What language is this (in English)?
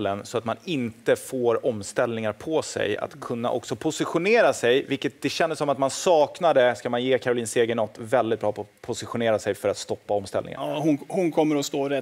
Swedish